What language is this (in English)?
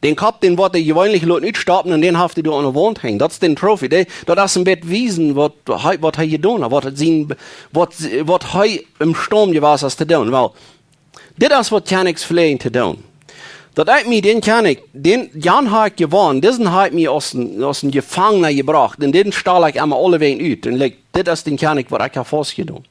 Plautdietsch